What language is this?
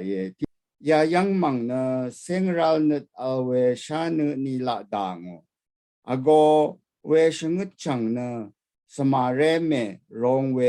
Rawang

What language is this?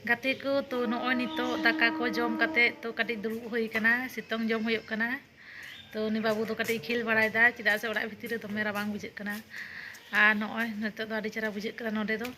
Santali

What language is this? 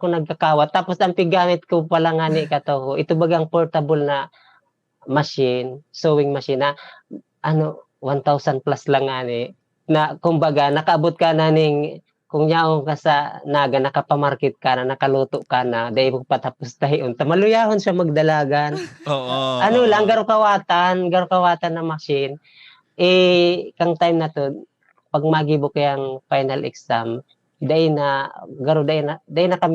Bikol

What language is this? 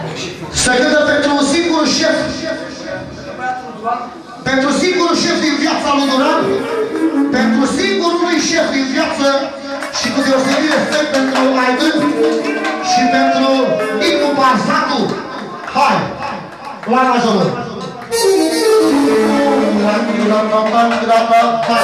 Romanian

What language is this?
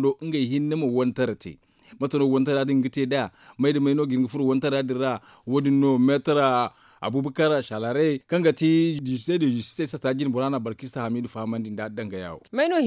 Zarma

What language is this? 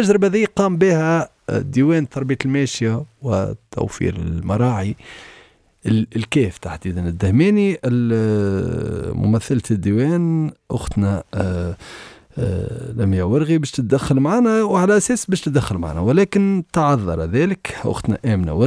Tunisian Arabic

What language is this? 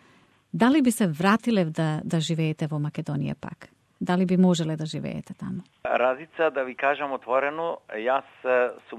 Macedonian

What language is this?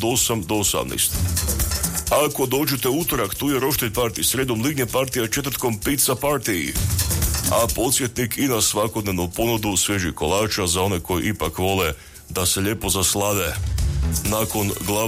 Croatian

